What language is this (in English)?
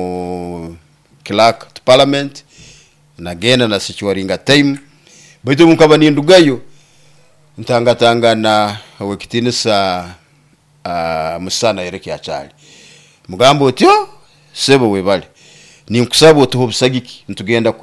Nyoro